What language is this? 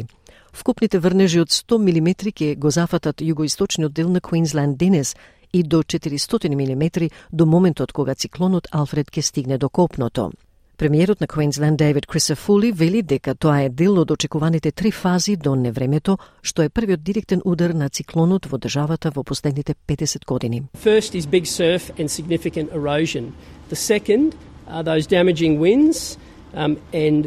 Macedonian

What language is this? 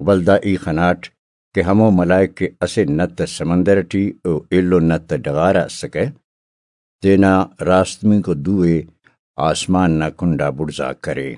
Brahui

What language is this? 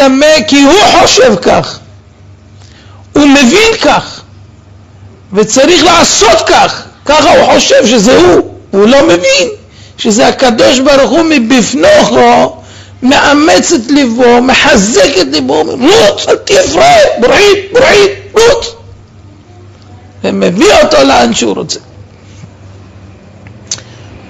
Hebrew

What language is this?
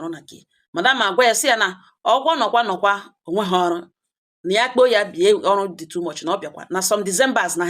Igbo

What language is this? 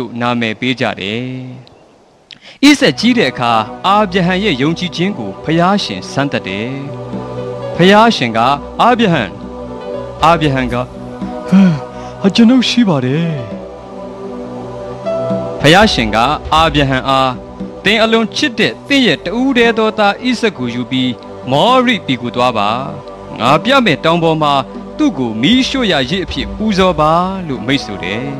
Burmese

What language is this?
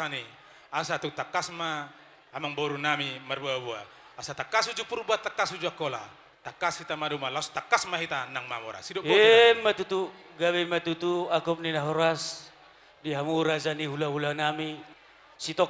Batak Toba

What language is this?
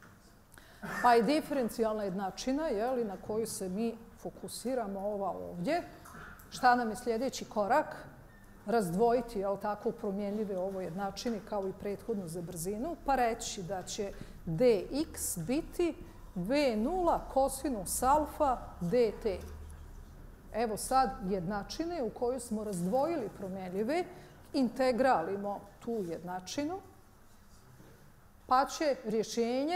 Bosnian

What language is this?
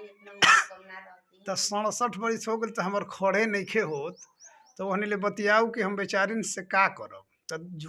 Bhojpuri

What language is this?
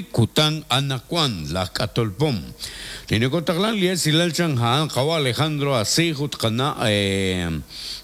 Kekchí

